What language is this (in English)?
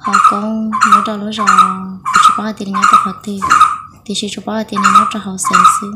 Hmong